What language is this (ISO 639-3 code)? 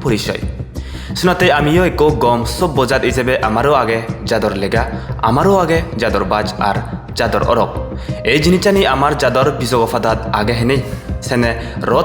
ccp